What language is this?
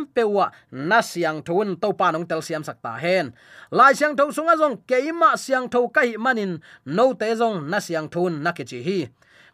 Tedim Chin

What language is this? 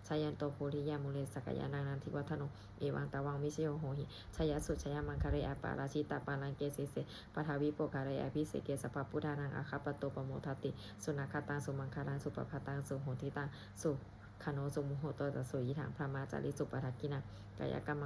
Pali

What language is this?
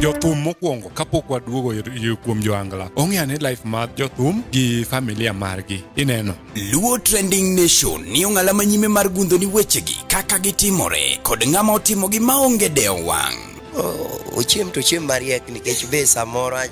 Luo (Kenya and Tanzania)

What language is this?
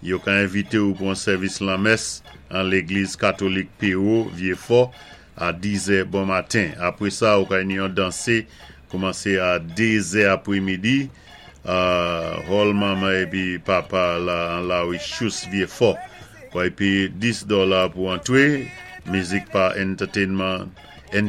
Saint Lucian Creole French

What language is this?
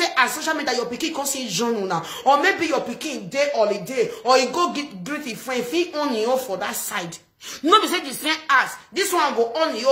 Nigerian Pidgin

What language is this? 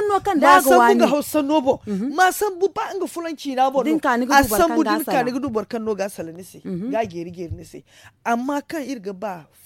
Zarma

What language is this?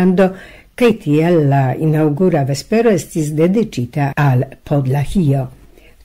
Esperanto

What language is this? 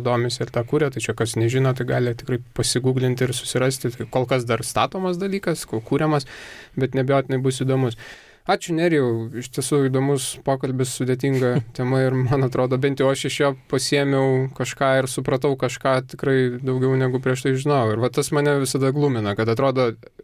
Lithuanian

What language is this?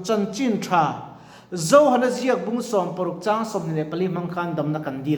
Mizo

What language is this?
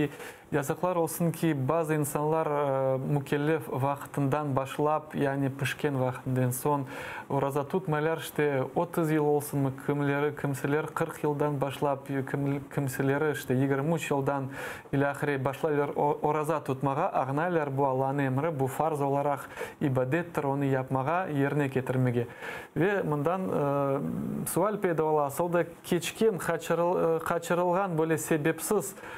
Crimean Tatar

